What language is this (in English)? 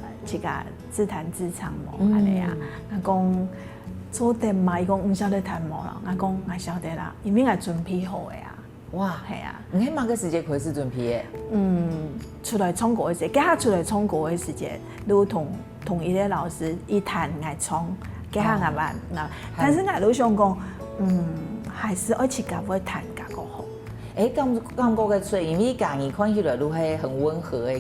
Hakka Chinese